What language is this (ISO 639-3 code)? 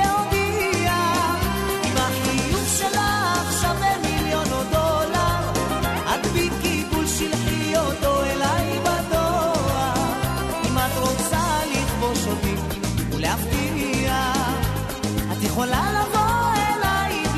heb